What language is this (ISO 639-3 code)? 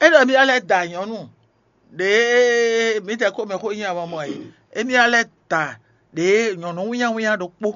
fon